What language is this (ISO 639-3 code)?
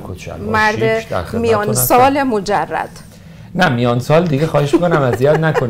fas